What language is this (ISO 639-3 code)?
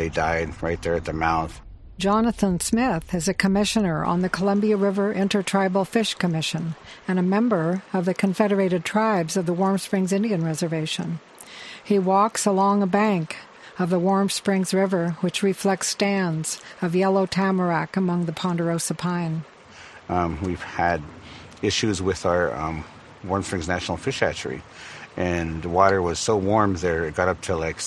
eng